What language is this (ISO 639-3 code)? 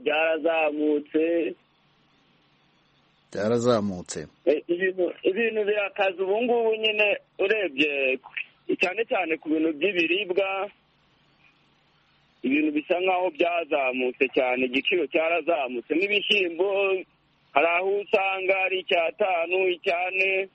kin